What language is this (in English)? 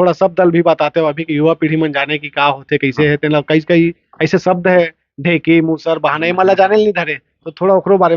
Chhattisgarhi